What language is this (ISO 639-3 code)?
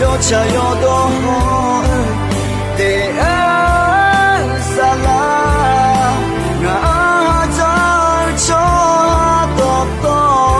ahk